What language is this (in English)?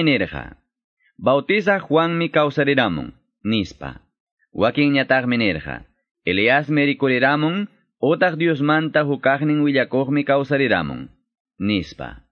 Ayacucho Quechua